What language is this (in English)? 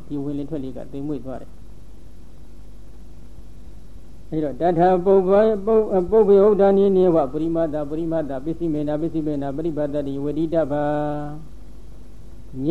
Burmese